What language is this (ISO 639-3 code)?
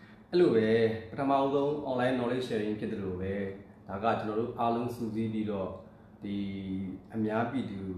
mya